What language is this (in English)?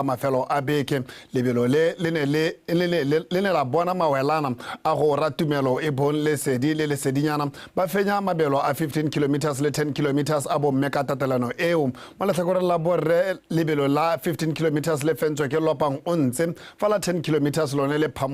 Tswana